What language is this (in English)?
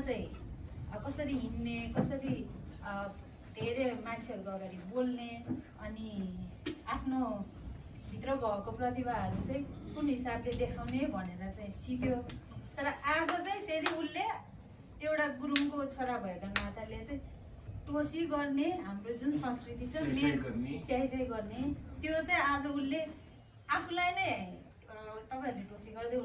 Nepali